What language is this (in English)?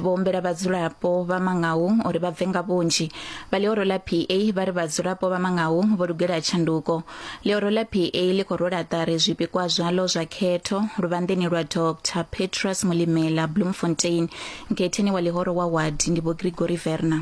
Venda